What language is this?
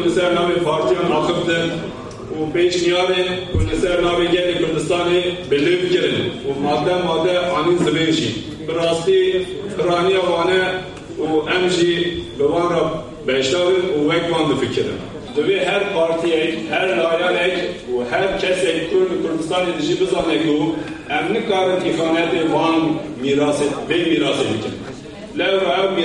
Kurdish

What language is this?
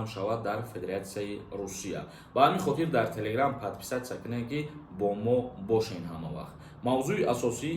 Tajik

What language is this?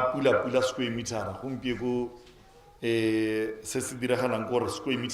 Tswana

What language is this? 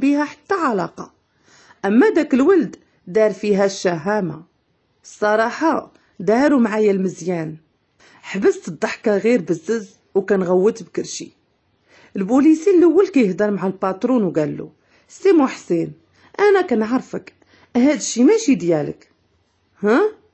Moroccan Arabic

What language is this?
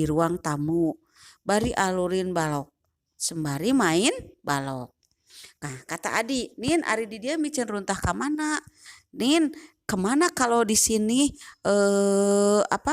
Sundanese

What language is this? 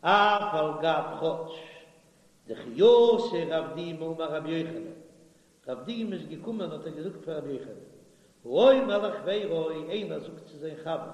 Yiddish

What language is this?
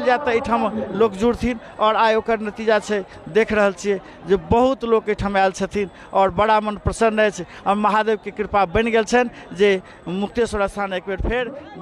Maithili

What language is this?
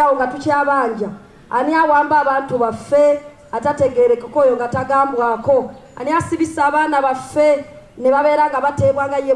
Soga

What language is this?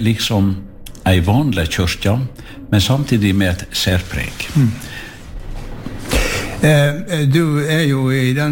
Norwegian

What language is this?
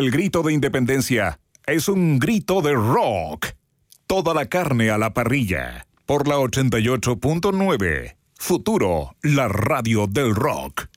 Spanish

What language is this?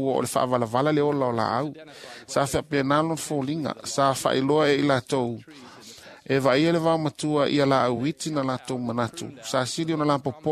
Samoan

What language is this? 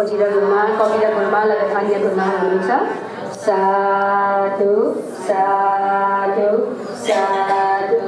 Newari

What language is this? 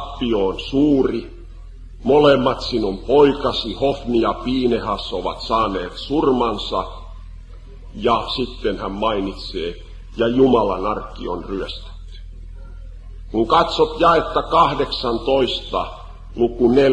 Finnish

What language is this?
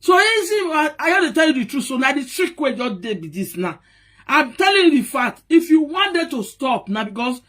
Nigerian Pidgin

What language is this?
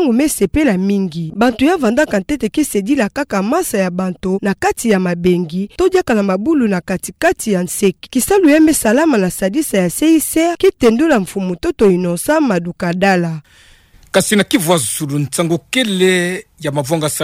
Kituba (Democratic Republic of Congo)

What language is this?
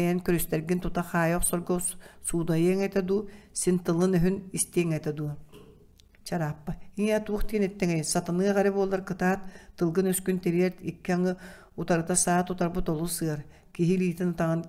Yakut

